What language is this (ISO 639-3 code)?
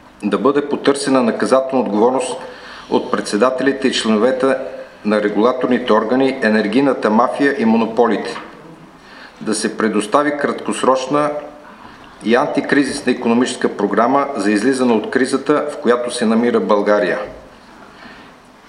bul